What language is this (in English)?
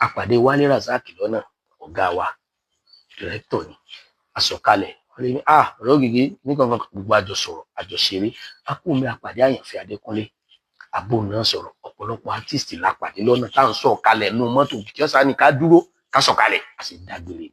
Yoruba